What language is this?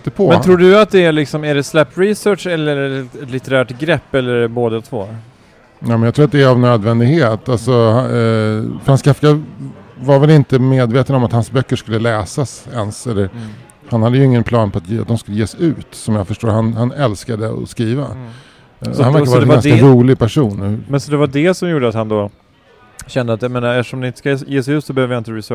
Swedish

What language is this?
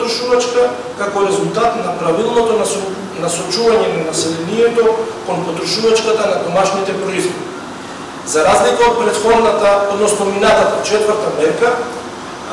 Macedonian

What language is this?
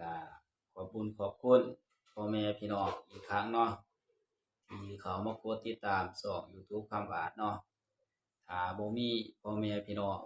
Lao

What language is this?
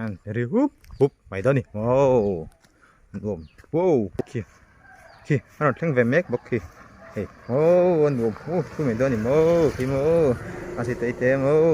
Mizo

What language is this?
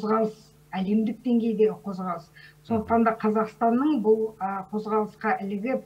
Kazakh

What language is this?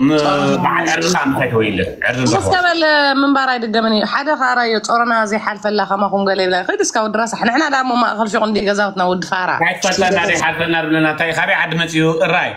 Tigrinya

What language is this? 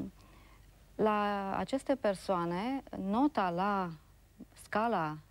Romanian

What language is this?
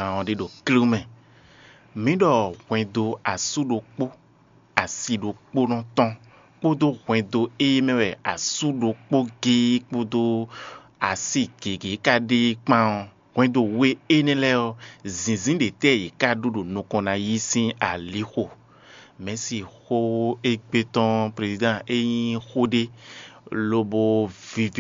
Fon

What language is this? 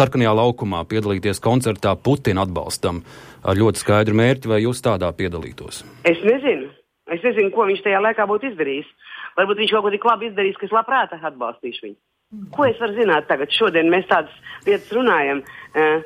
Latvian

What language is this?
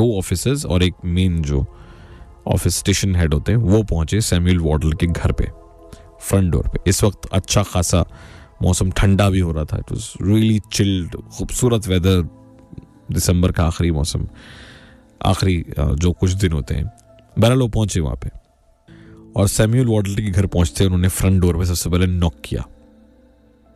Hindi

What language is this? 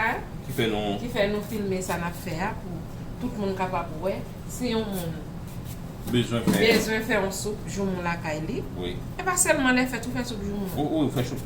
Haitian Creole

